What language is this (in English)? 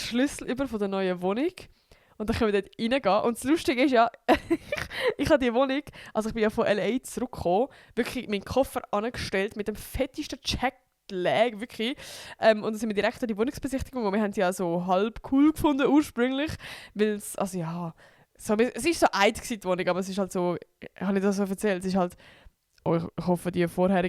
Swiss German